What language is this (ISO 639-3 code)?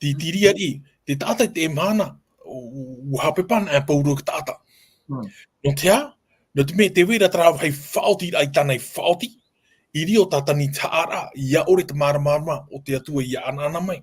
tah